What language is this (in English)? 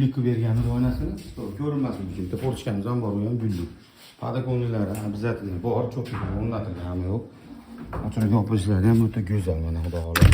Uzbek